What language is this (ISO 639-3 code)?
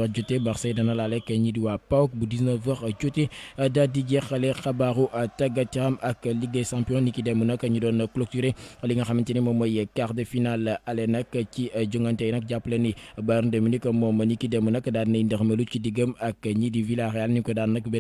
wol